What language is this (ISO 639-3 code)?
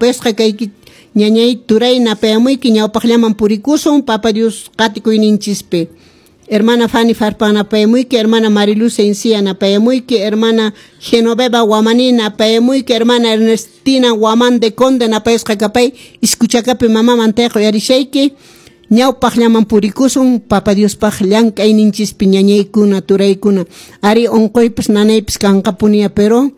que